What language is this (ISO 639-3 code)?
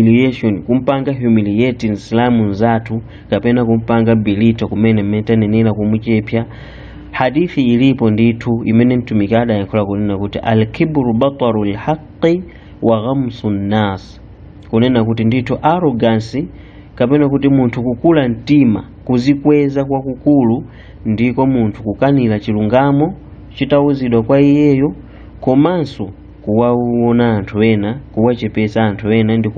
nya